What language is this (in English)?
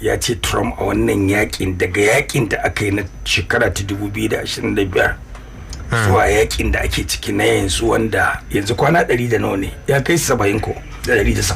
Hausa